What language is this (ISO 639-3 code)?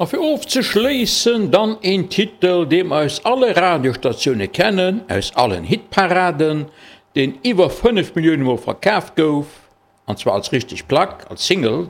ltz